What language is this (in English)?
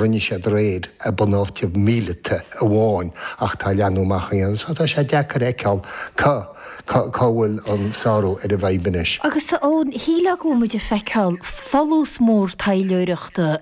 Irish